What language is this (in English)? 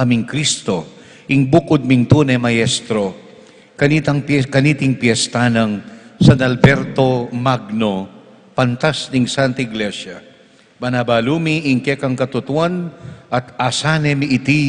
Pampanga